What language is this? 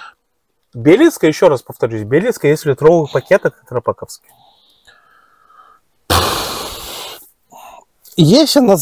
Russian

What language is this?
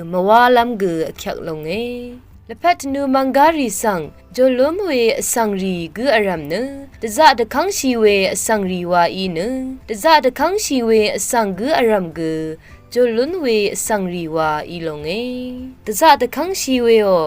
Rawang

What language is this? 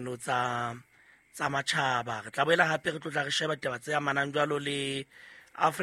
Southern Sotho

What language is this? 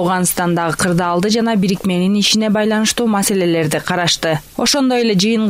Kyrgyz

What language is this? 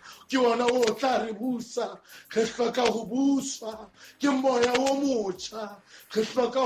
Southern Sotho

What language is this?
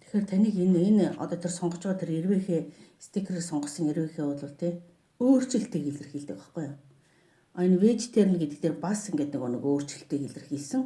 Mongolian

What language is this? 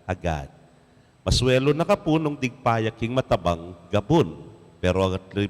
Pampanga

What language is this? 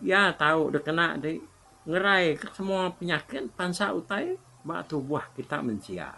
Iban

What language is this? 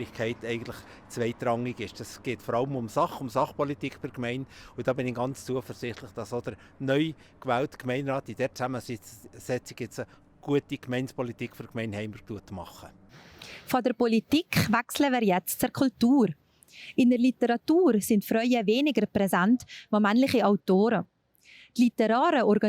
Swiss German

